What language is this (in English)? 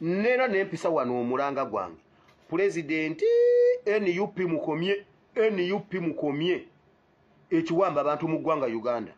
Ganda